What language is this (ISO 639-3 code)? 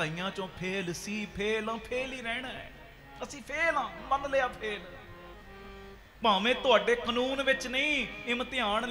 pan